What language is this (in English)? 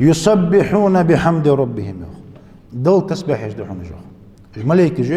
Ingush